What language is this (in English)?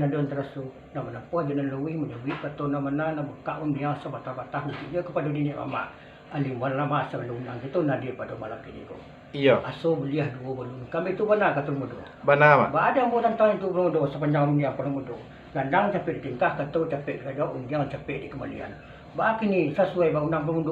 Minangkabau